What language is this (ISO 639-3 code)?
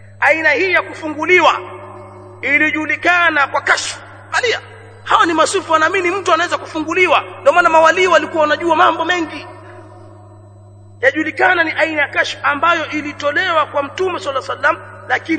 swa